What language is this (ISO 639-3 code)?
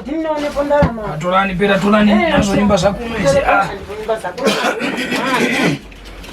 tum